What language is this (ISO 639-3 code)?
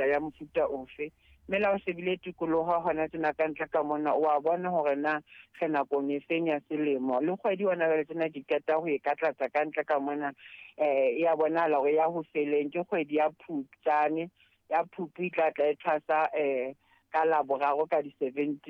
sot